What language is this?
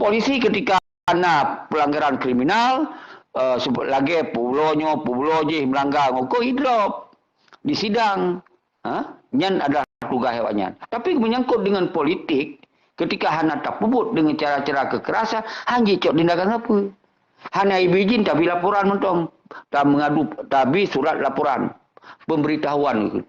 Achinese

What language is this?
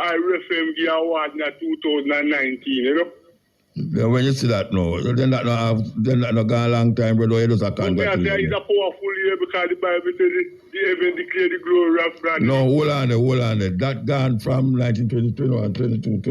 Jamaican Creole English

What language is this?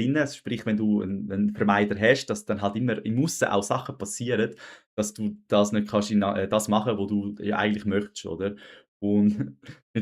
Swiss German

